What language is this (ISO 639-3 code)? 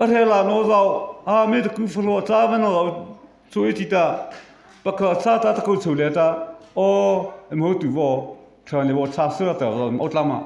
mrh